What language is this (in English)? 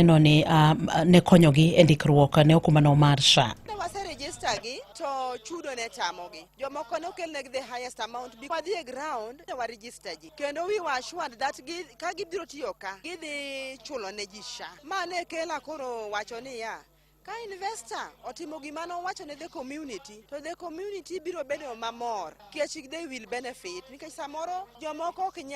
Luo (Kenya and Tanzania)